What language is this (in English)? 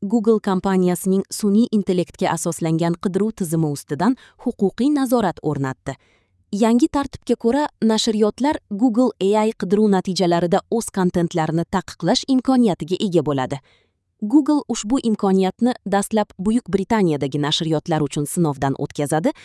Uzbek